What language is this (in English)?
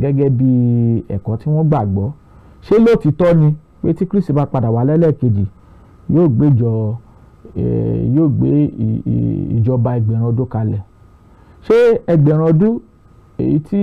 Yoruba